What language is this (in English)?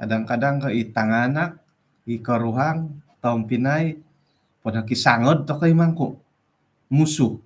Central Dusun